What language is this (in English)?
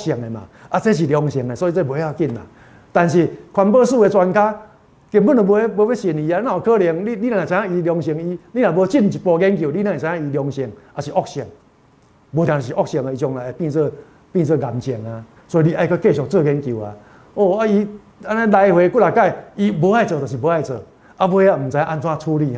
Min Nan Chinese